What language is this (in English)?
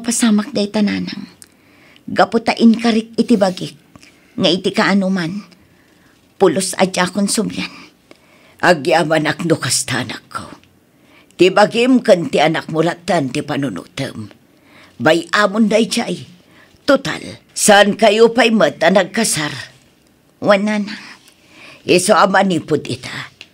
Iloko